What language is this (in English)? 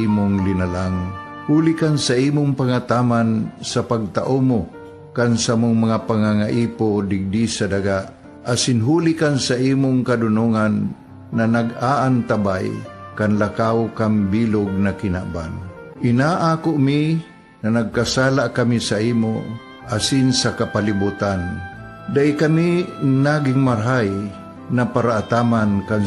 Bikol